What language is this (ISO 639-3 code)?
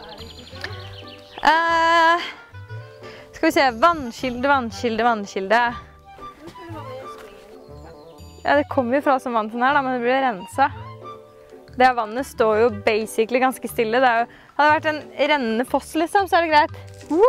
nor